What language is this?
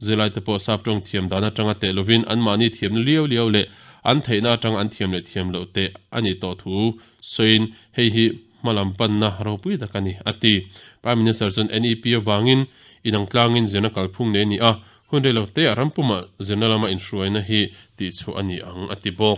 Mizo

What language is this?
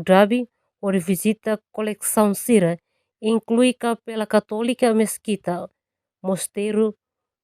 Tetum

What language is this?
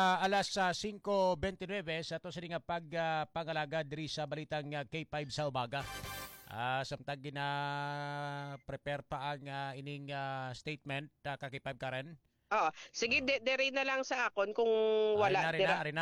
Hiligaynon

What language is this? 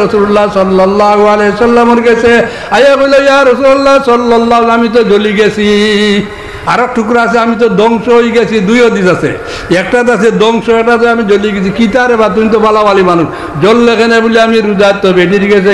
Sylheti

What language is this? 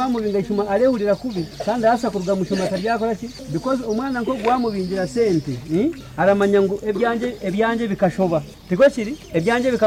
Nyankole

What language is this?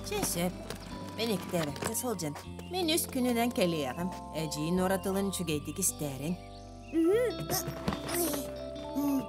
Yakut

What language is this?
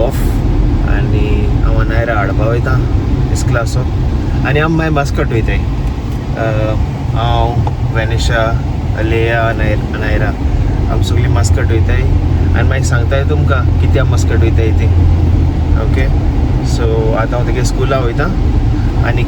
Konkani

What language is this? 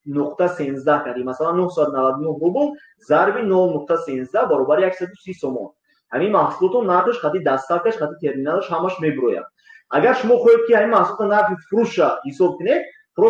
Tajik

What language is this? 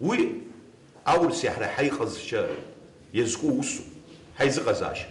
Abkhazian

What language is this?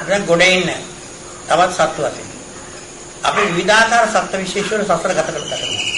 Sinhala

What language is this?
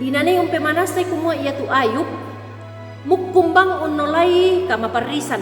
Toraja-Sa'dan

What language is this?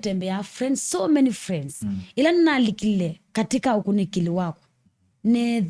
Kamba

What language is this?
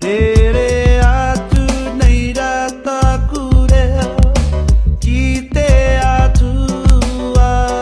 Māori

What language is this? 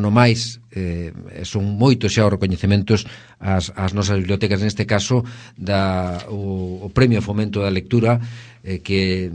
Galician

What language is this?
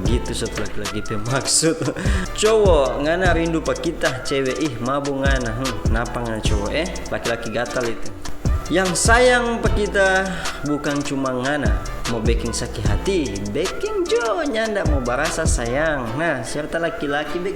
Manado Malay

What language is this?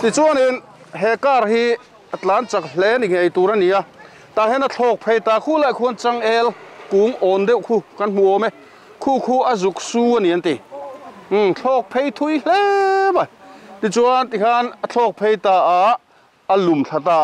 Mizo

